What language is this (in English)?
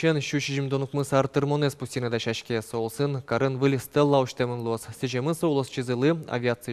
Udmurt